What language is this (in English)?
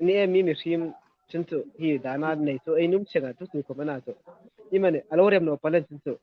Hmar